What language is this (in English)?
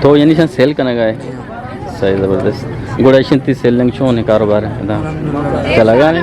Eastern Balochi